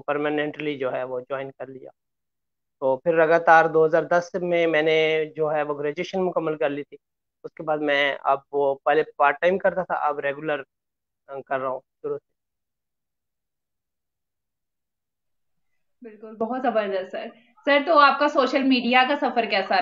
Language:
Hindi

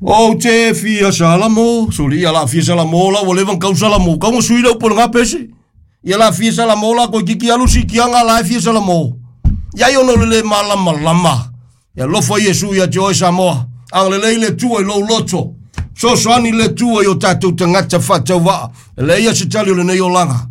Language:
Samoan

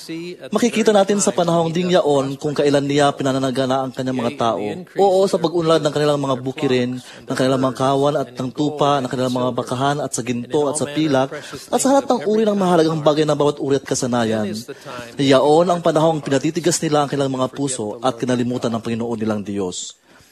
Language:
Filipino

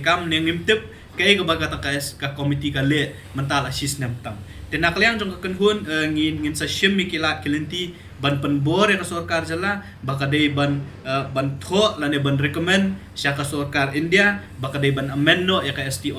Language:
Khasi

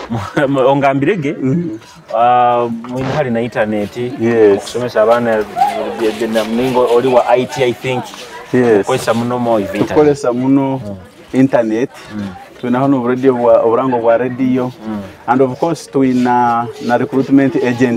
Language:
Nyoro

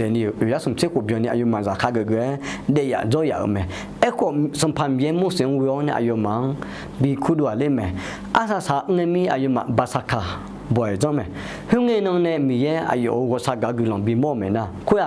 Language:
Akha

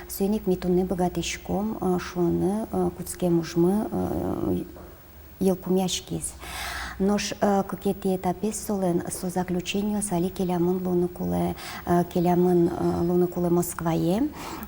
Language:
Udmurt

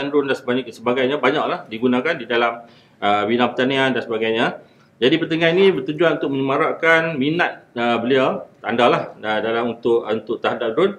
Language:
Malay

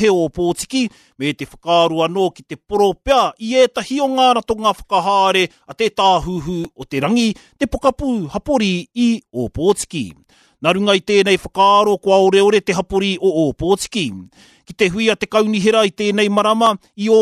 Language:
Māori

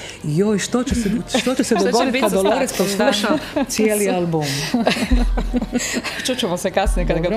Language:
Croatian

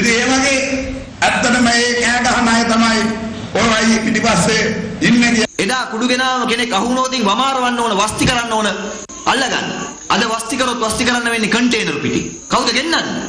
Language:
Sinhala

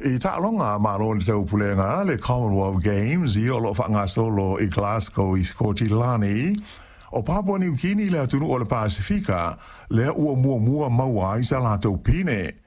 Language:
Samoan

